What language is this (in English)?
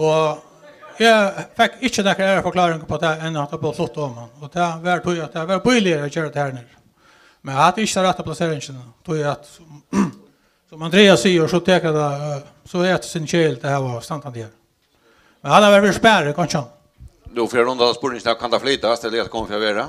Faroese